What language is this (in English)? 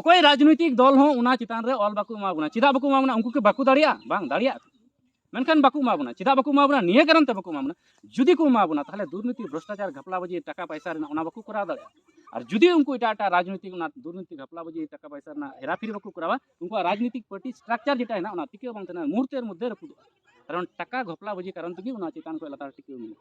Santali